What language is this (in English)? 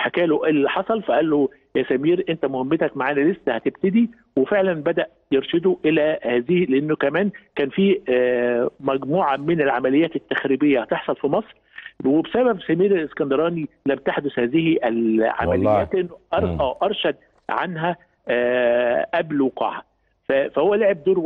Egyptian Arabic